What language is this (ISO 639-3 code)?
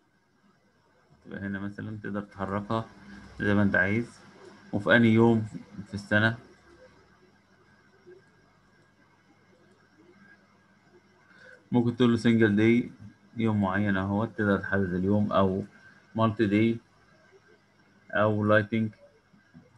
arz